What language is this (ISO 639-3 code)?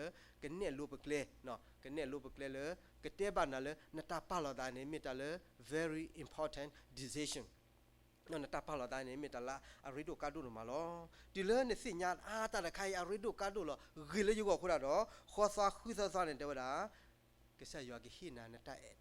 ksw